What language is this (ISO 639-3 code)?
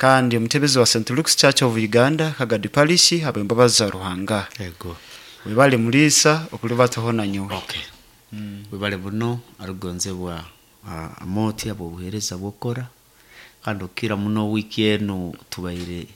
nyo